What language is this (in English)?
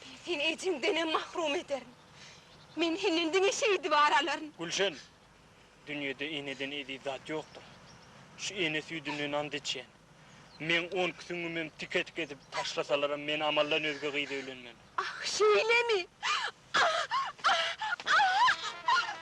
Turkmen